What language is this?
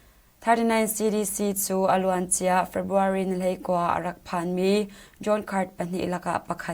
Hakha Chin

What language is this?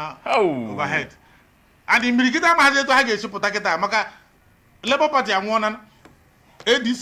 Igbo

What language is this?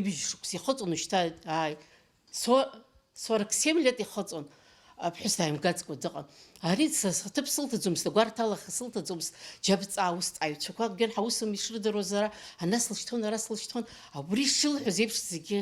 Abkhazian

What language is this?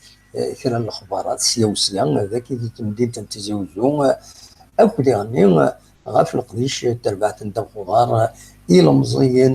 Kabyle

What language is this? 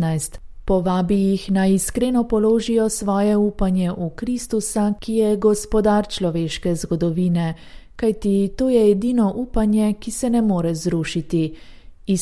Slovenian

